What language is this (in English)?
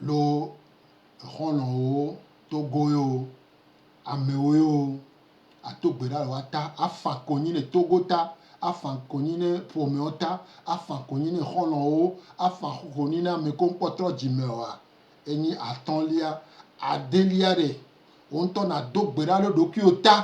Gen